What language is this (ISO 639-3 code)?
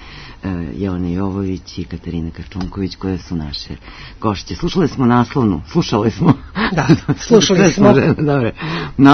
srp